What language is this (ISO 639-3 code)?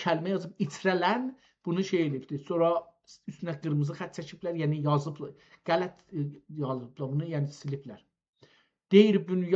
azb